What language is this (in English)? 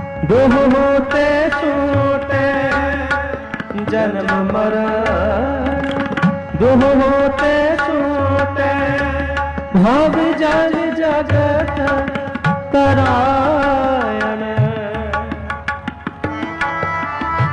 Hindi